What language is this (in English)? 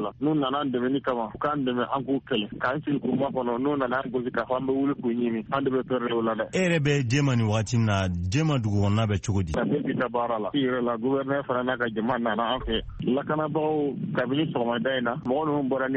Bambara